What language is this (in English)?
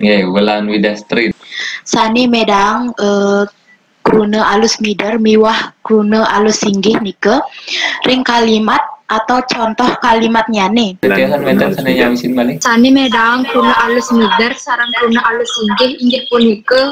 Balinese